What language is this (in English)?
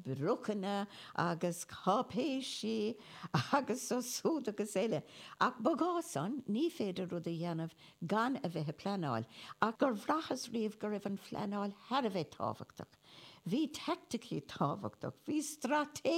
Irish